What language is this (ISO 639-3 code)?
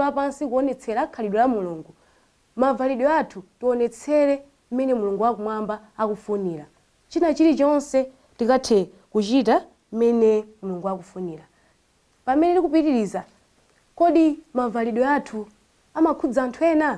nya